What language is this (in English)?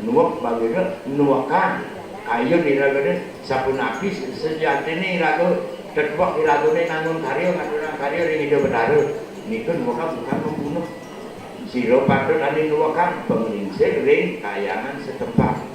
Balinese